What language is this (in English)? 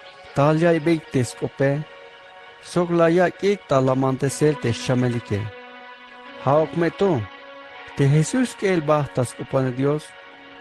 Tzeltal